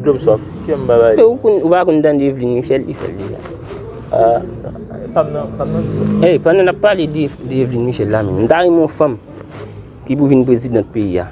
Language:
Haitian Creole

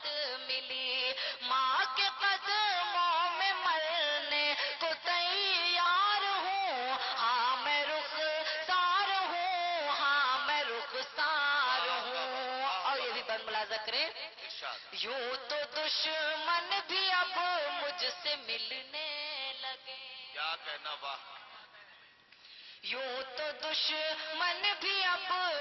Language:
Urdu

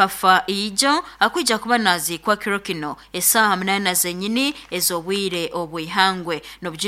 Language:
Nyoro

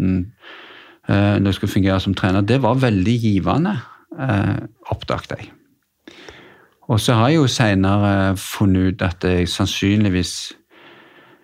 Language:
Norwegian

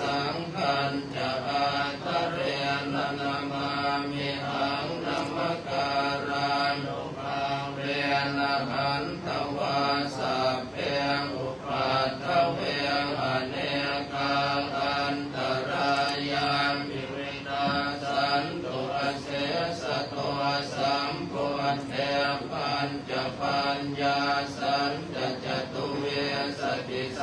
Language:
Pali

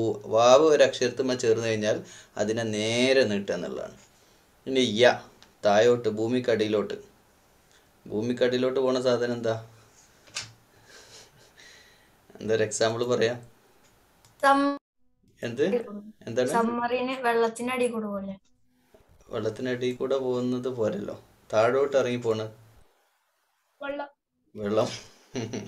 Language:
Malayalam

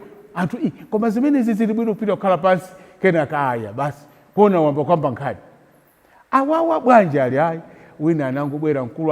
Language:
Nyanja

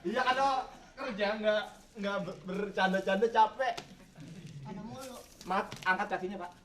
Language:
Betawi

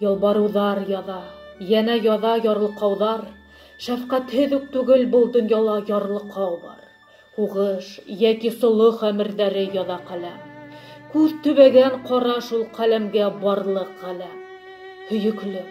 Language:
Bashkir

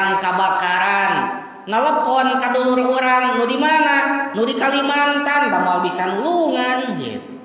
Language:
Sundanese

